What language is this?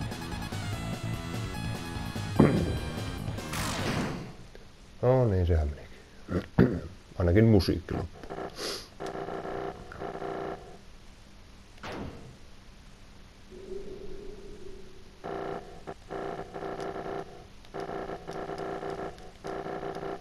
Finnish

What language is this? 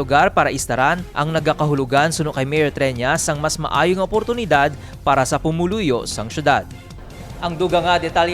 Hiligaynon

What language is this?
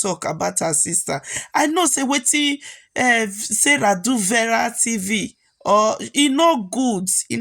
Nigerian Pidgin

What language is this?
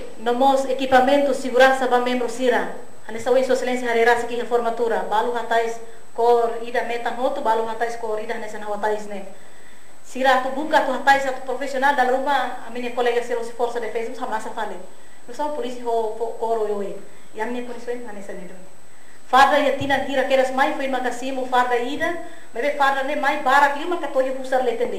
Tetum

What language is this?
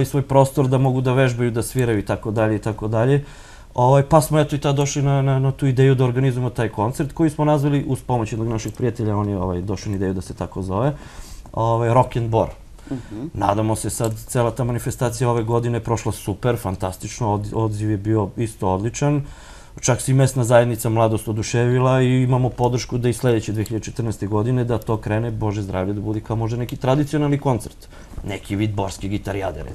Serbian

